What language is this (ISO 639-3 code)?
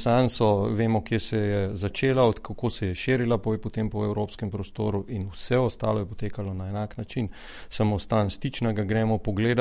slv